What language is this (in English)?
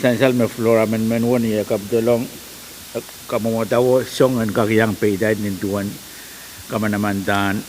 Pohnpeian